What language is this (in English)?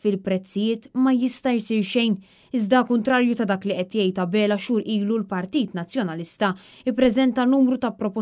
Maltese